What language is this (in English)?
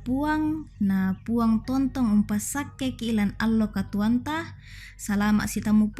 Toraja-Sa'dan